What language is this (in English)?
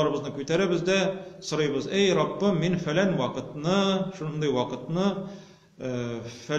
Tatar